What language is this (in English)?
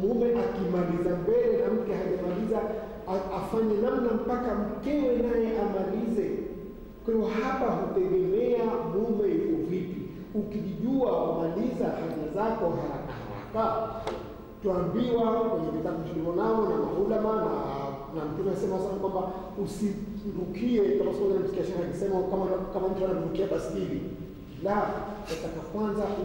Swahili